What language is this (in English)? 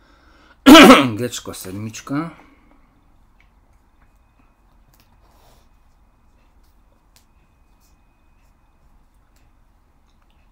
Slovak